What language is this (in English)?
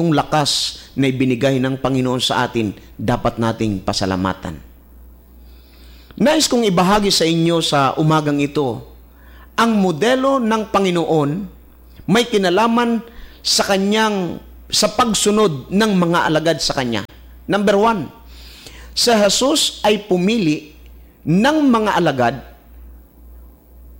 Filipino